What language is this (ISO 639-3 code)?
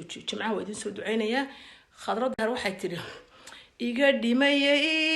som